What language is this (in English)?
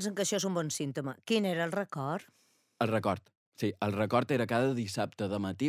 Catalan